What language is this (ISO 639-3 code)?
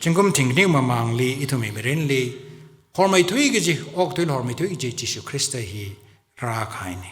nmf